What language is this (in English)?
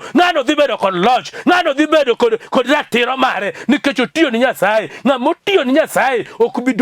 Luo (Kenya and Tanzania)